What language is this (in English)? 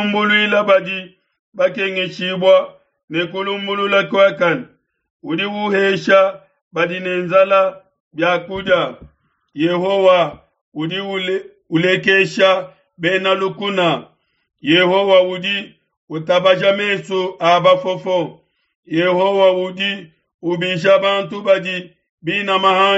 Luba-Lulua